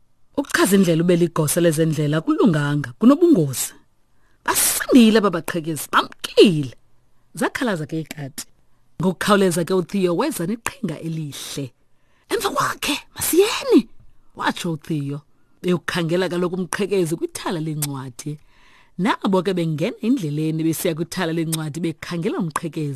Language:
Xhosa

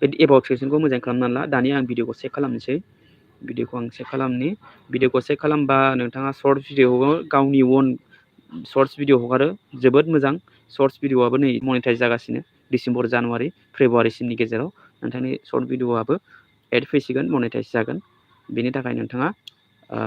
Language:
Bodo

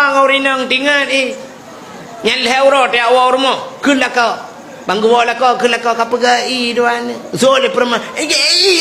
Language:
Achinese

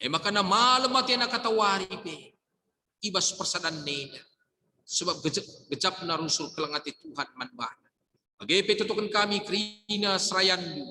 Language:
Batak Karo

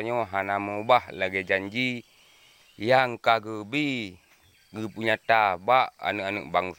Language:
Achinese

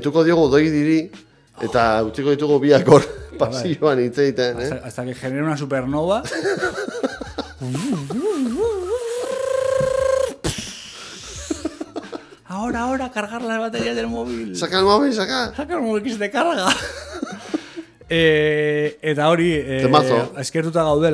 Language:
Basque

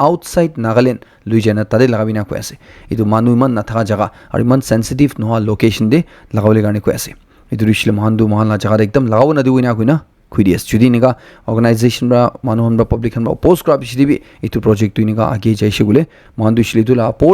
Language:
Naga Pidgin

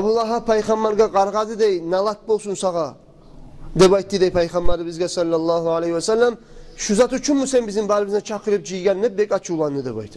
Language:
Kumyk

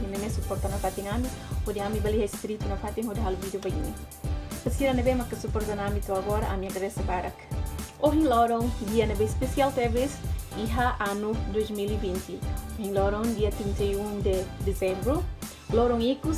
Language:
Tetum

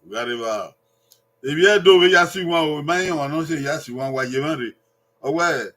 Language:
Bini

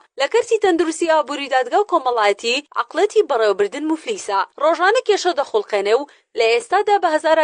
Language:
Central Kurdish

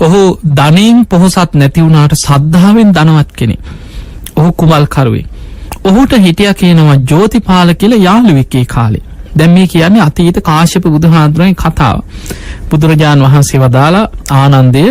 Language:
Sinhala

